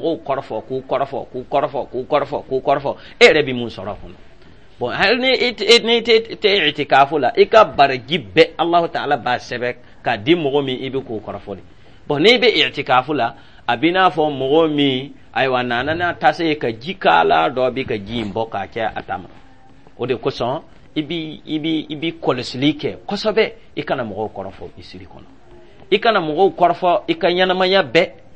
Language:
Dyula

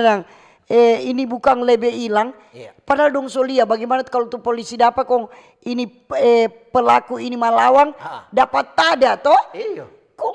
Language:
Manado Malay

